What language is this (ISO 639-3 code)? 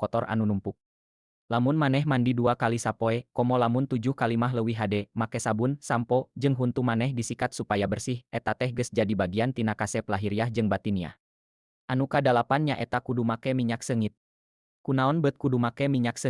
sun